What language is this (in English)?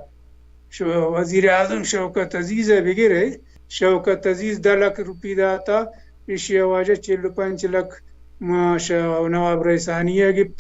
Baluchi